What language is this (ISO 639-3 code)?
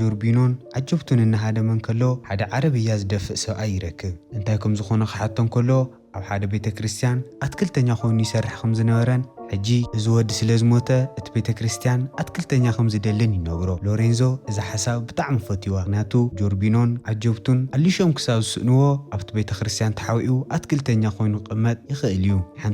tir